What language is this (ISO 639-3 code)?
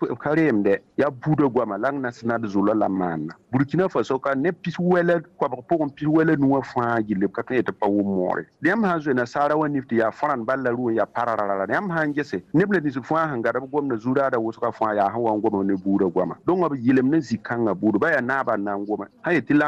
mos